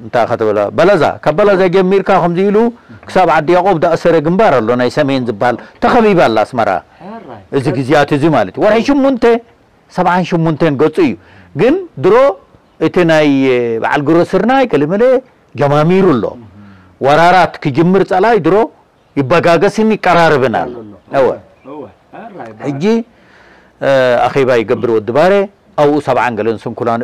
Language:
Tigrinya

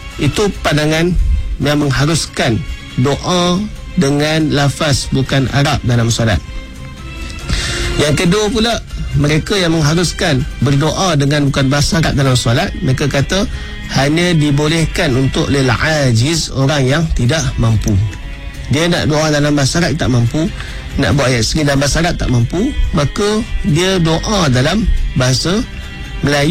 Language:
Malay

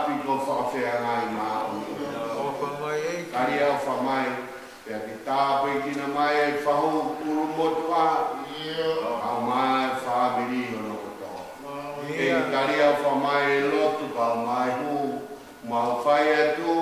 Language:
Tongan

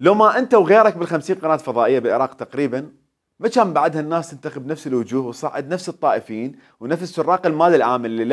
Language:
Mesopotamian Arabic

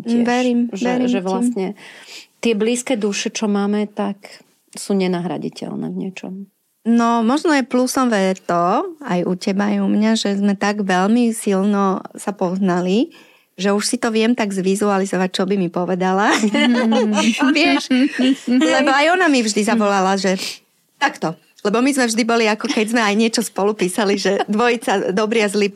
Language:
Slovak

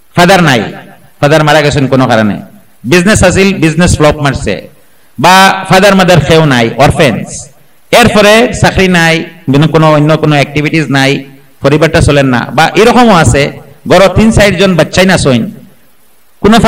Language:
Sylheti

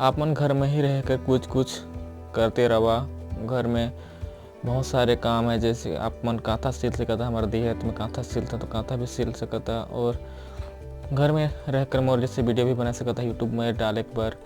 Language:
Chhattisgarhi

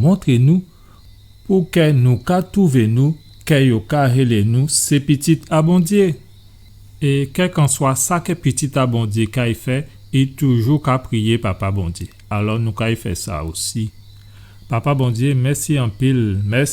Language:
Guadeloupean Creole French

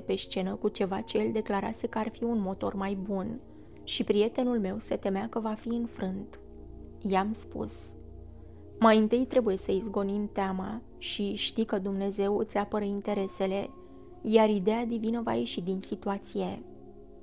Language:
Romanian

